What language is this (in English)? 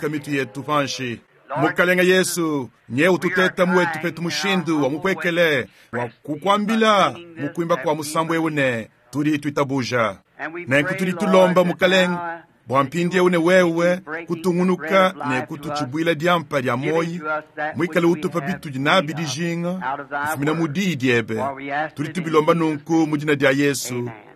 Luba-Lulua